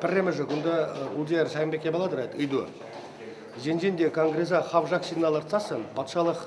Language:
Chuvash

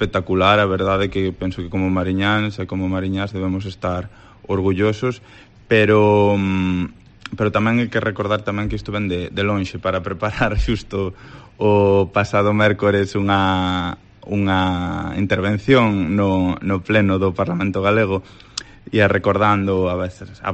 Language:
Galician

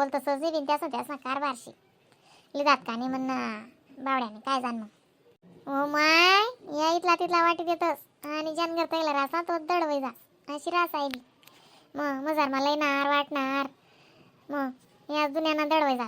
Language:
Khandesi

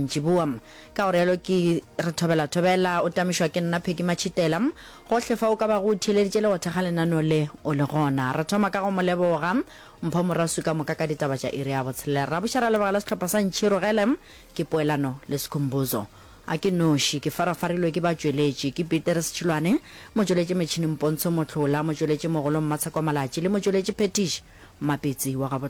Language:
Northern Sotho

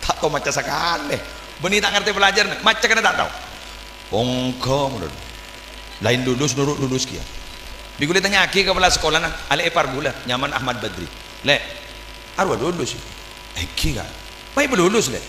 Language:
Madurese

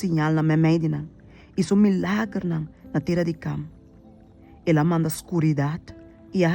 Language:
Papiamento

